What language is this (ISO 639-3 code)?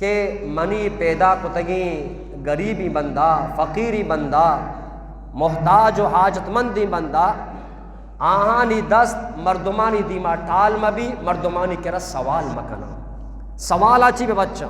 bgp